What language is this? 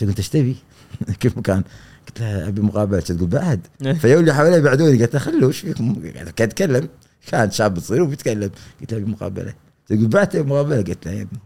Gulf Arabic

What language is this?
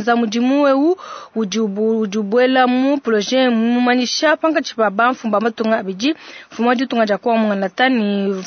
Luba-Lulua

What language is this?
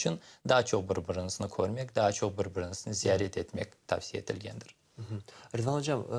Crimean Tatar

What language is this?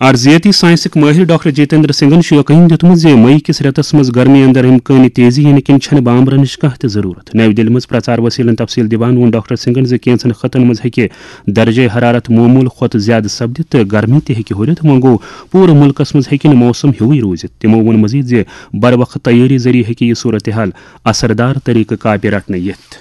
Kashmiri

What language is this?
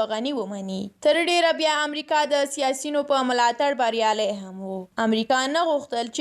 Pashto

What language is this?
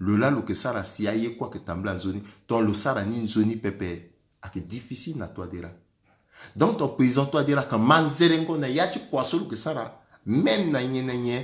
Sango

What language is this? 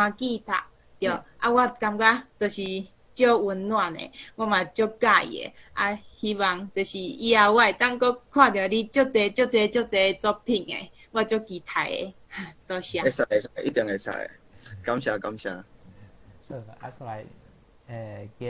Min Nan Chinese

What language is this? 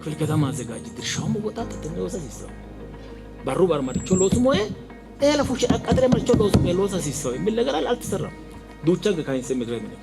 Sidamo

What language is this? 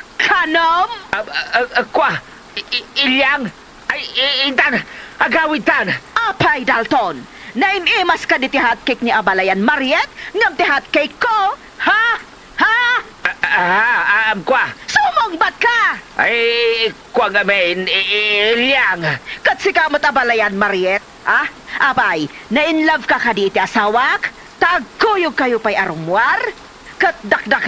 Iloko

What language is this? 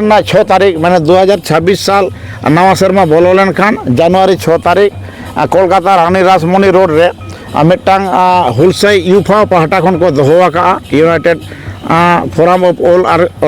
Santali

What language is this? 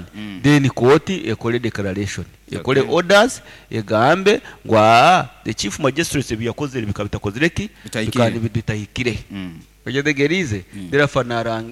Nyoro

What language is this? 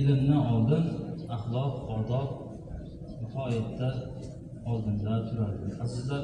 Uzbek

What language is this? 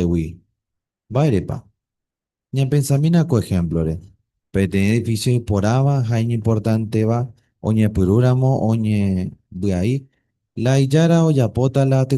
Guarani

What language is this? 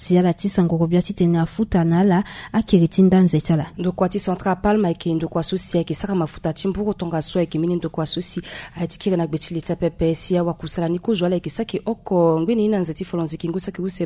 Sango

